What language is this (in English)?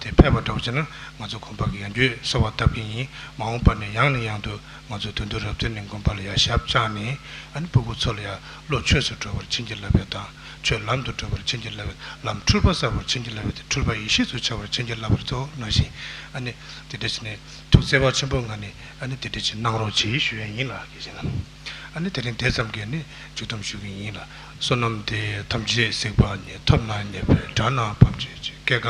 Tibetan